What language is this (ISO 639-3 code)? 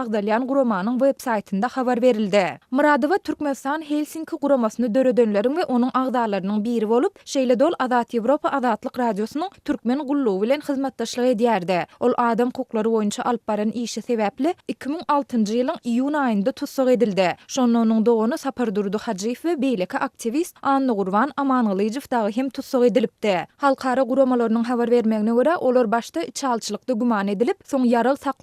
tuk